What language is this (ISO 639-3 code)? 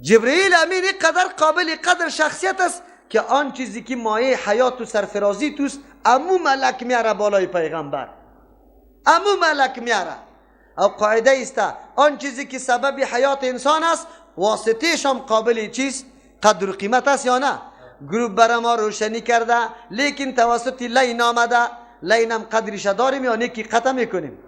fas